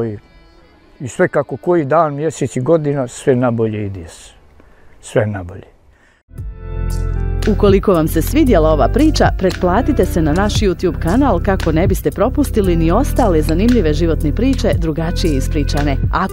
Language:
Bosnian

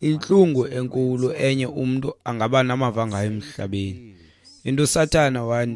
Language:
Xhosa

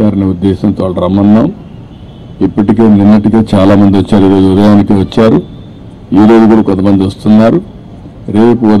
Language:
Telugu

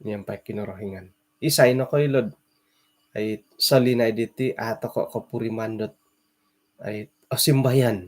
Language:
Central Dusun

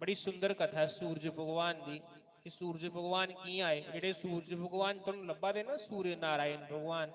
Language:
Dogri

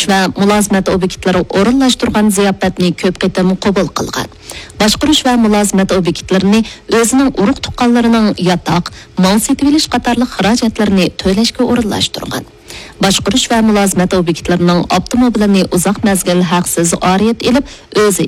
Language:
Uyghur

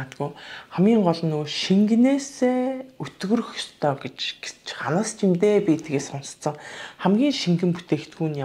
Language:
Mongolian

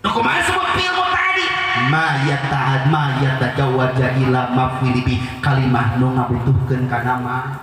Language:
Sundanese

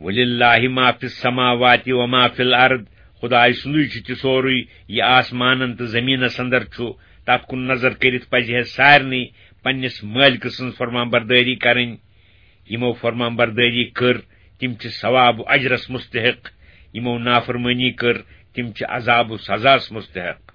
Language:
Kashmiri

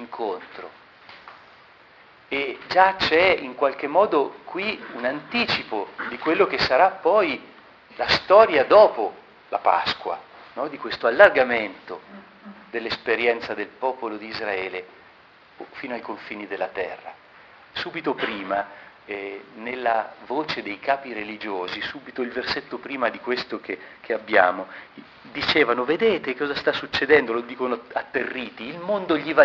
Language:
Italian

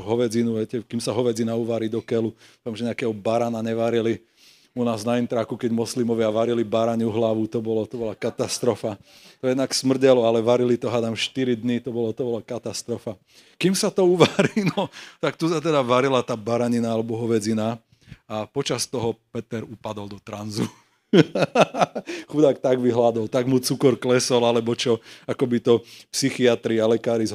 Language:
Slovak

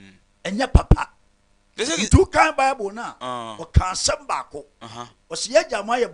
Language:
Akan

